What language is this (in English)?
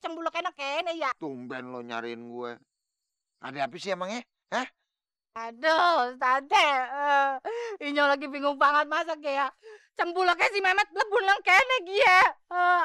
Betawi